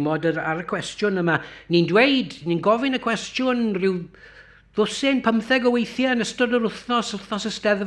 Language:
Welsh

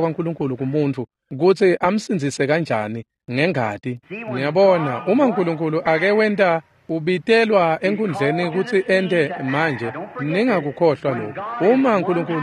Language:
Swati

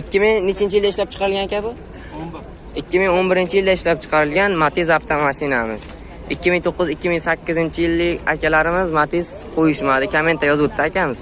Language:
Uzbek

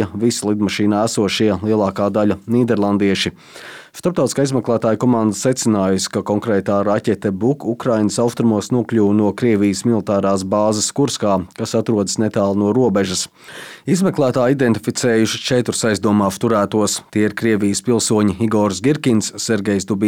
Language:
Latvian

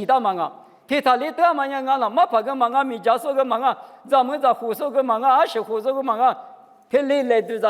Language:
Lisu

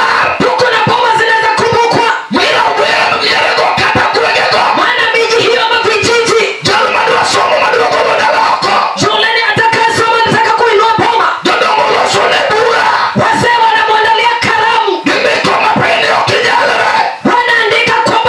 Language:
Luo (Kenya and Tanzania)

